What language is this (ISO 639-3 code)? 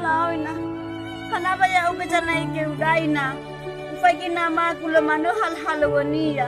nia